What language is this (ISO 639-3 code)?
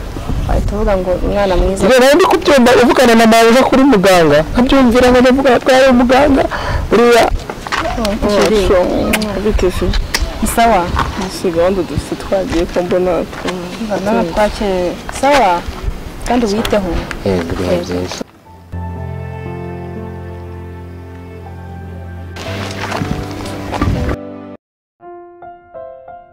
kin